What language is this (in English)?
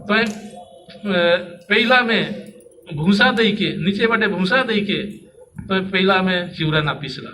Sadri